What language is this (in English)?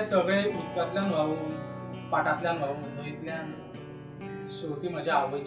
Konkani